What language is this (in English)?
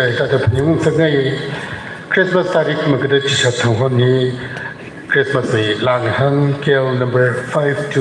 Tangkhul Naga (India)